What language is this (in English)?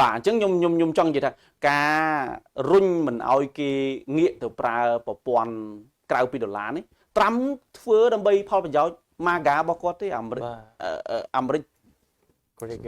Khmer